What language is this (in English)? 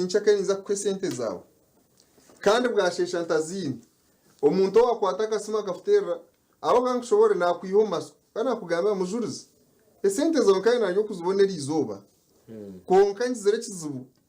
Nyankole